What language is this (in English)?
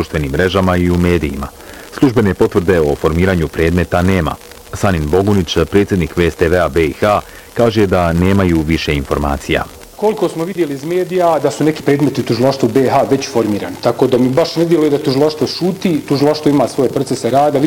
Bosnian